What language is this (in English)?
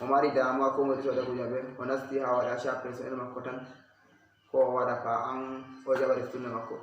Fula